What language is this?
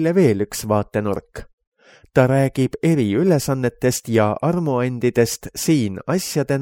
Estonian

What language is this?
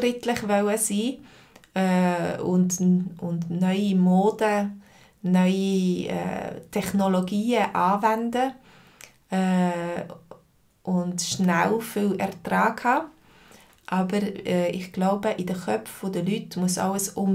Swiss German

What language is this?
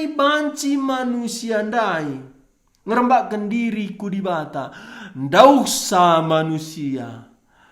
Batak Karo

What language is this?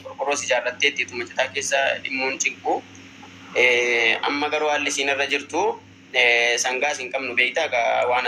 Oromo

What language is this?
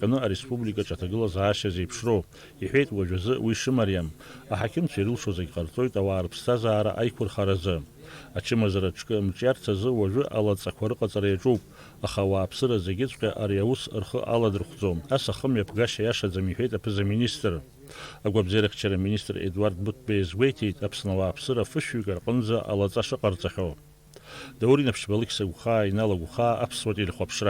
Abkhazian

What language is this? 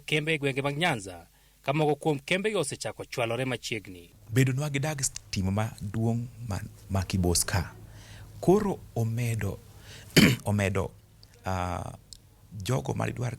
Luo (Kenya and Tanzania)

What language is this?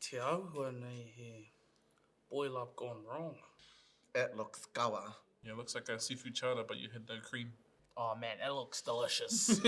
Māori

